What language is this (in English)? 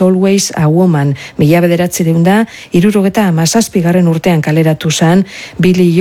Basque